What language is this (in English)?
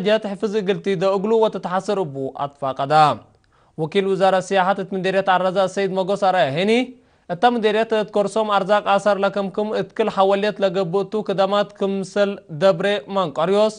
Tigre